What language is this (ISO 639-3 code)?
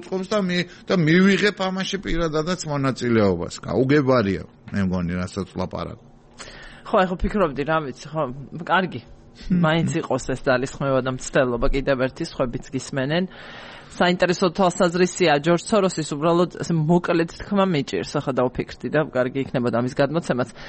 kat